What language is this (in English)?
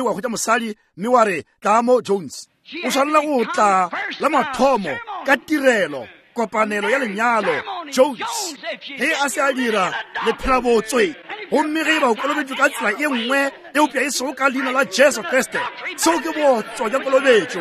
Northern Sotho